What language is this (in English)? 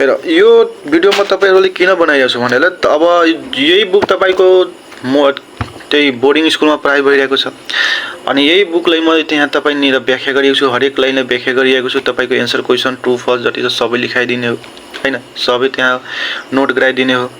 Nepali